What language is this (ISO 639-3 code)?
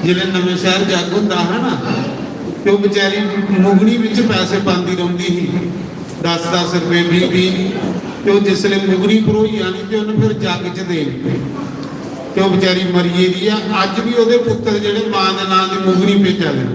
doi